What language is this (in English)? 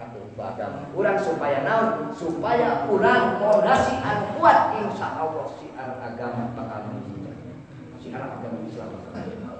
Sundanese